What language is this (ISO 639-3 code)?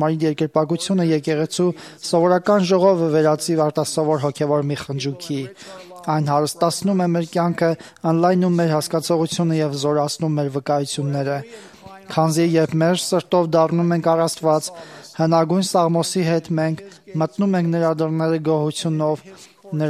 hye